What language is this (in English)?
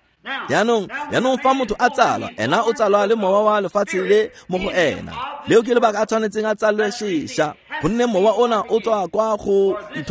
Tswana